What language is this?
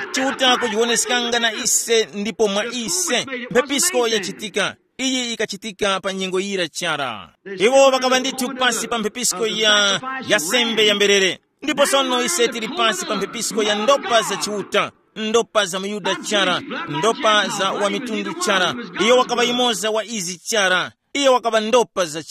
Tumbuka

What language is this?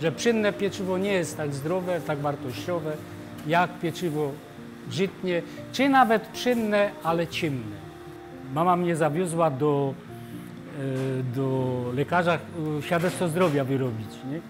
Silesian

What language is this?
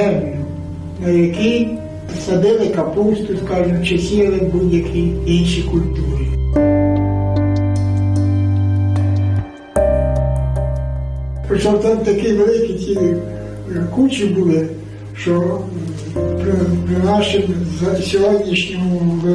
Ukrainian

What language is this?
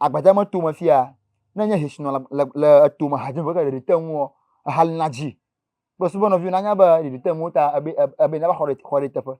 Ewe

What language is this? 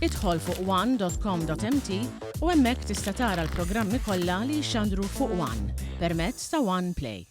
Maltese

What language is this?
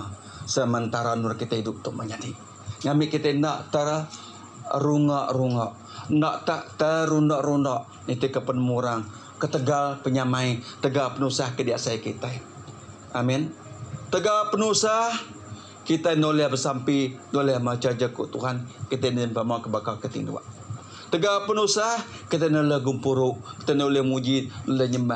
Iban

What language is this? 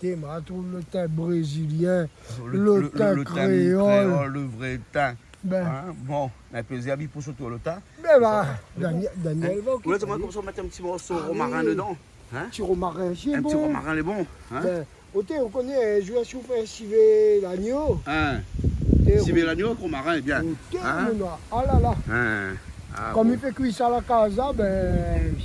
Réunion Creole French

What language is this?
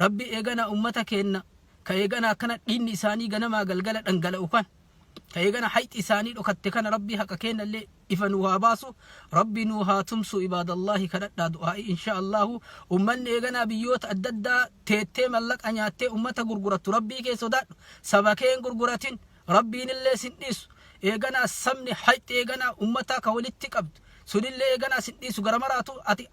Oromo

